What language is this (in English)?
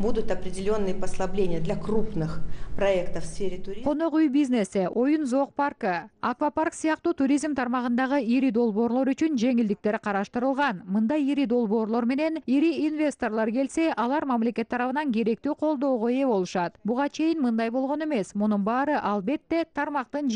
Kyrgyz